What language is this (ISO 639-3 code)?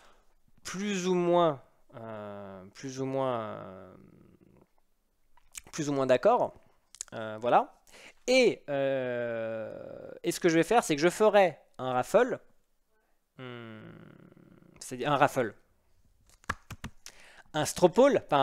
fra